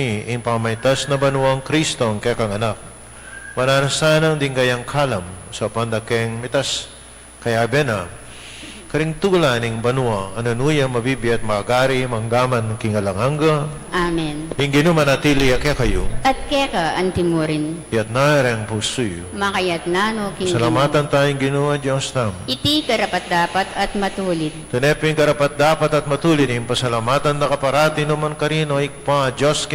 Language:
Pampanga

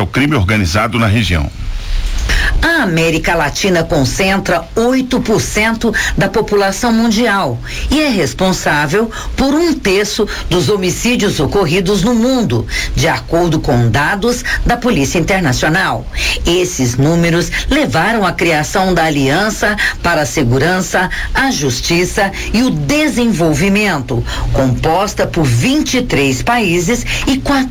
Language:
Portuguese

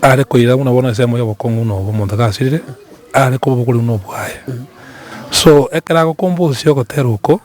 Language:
Gusii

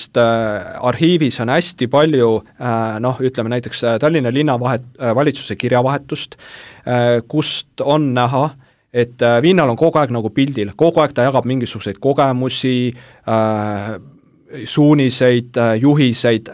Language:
Estonian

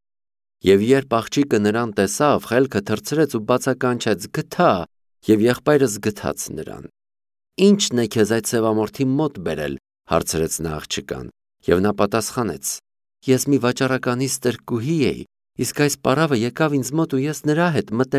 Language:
Armenian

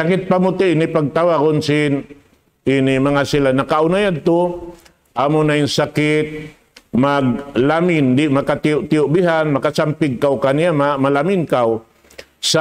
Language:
Tausug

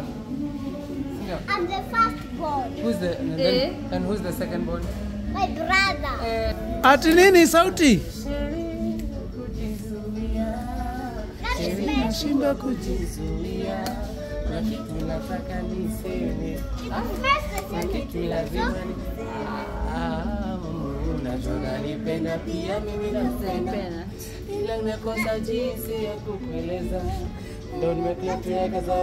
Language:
Swahili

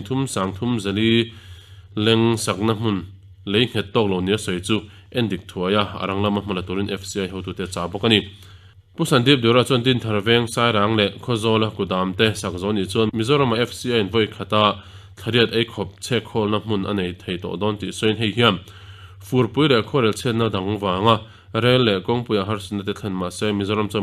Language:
Mizo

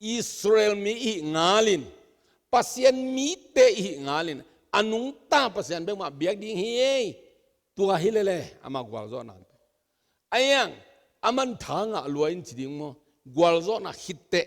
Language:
Tedim Chin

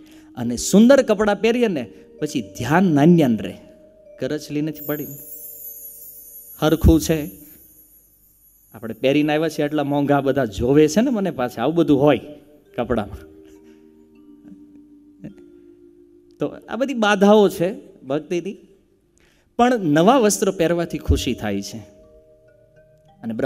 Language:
Gujarati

